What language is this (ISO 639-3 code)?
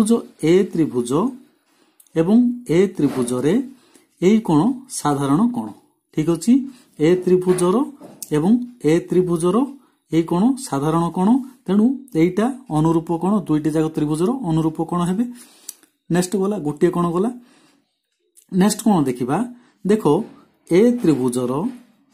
ori